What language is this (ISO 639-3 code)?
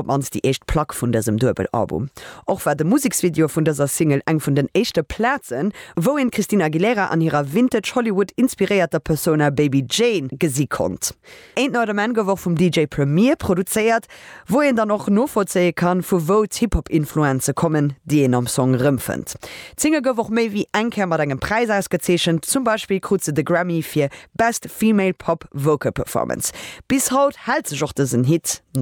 ltz